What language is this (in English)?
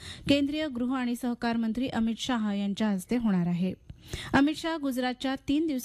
Marathi